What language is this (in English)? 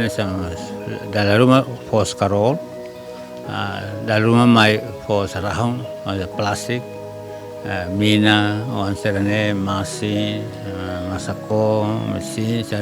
Tetum